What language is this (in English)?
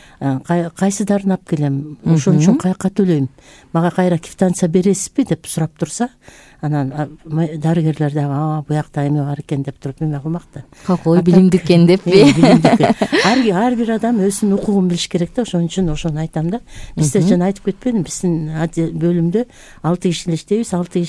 Kyrgyz